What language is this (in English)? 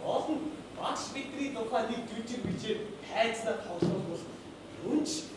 Mongolian